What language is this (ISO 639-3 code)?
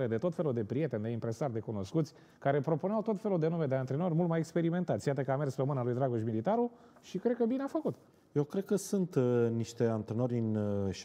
ron